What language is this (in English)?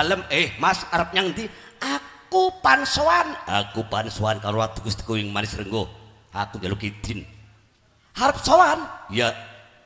Javanese